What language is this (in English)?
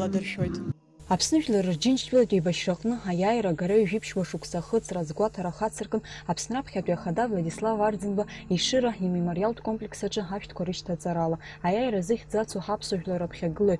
Abkhazian